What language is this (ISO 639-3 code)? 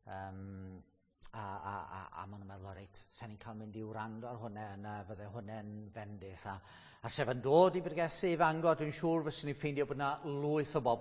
cym